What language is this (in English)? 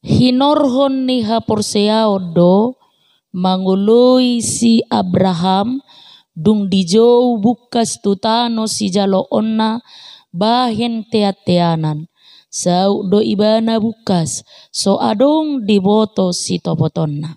Batak Toba